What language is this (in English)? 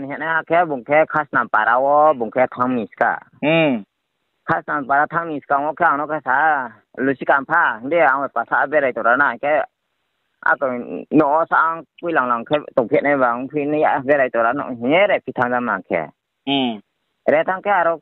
Riang (India)